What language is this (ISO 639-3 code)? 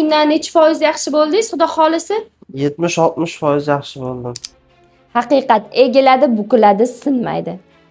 uzb